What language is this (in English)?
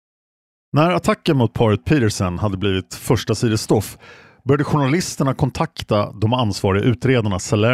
Swedish